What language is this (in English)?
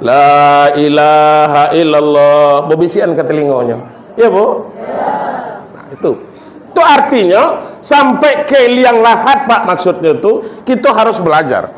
Minangkabau